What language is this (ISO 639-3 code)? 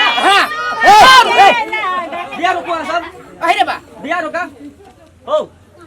mai